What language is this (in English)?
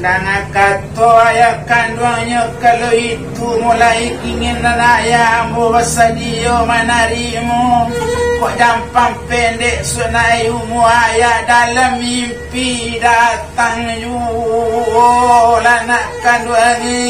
Minangkabau